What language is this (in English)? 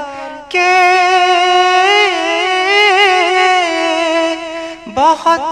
Urdu